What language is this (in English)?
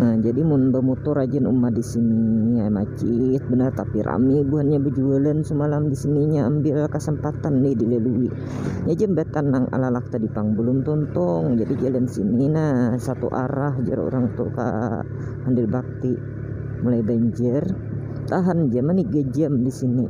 Banjar